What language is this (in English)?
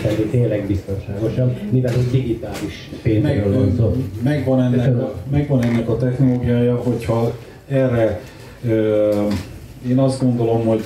Hungarian